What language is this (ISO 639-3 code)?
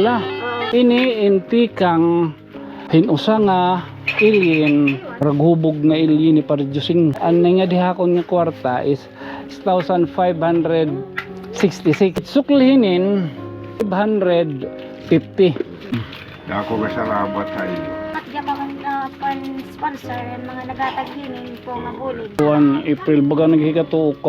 war